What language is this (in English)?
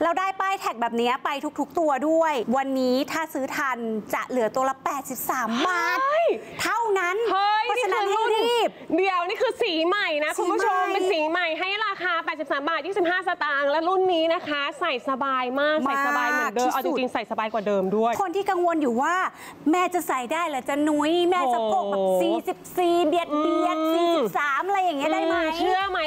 Thai